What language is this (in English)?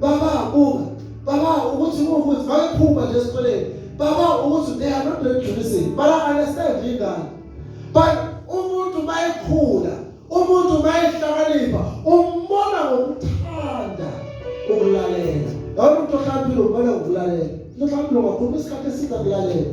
Zulu